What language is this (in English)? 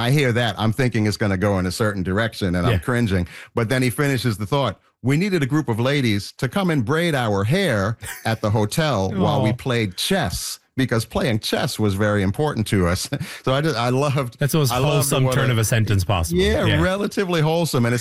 English